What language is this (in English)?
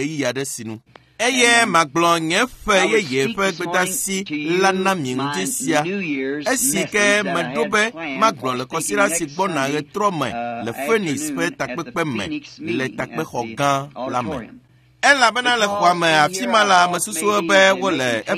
Ewe